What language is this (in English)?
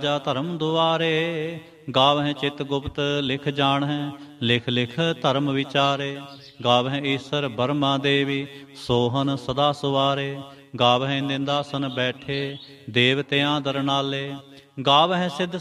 Punjabi